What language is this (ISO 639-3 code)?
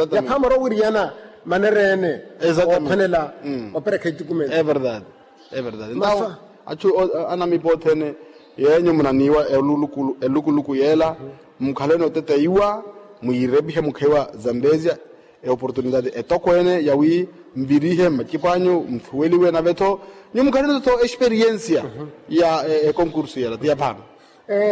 vmw